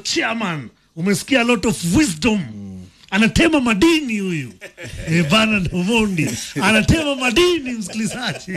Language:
Swahili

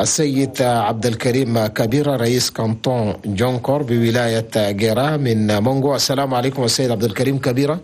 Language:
Chadian Arabic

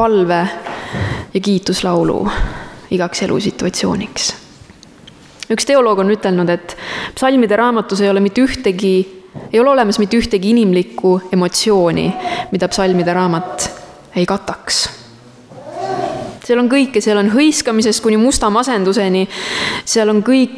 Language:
Estonian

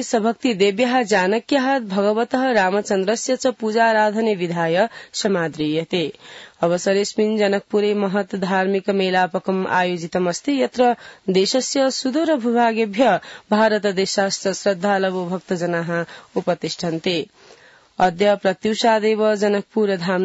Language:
Sanskrit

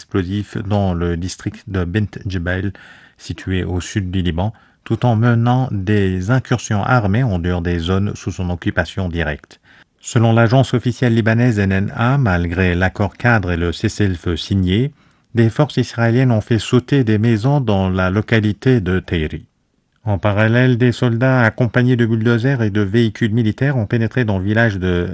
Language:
French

